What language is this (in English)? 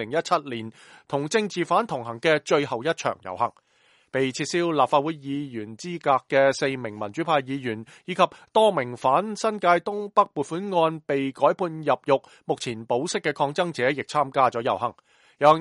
Cantonese